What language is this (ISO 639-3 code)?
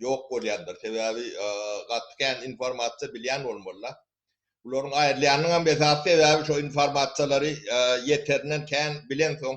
tuk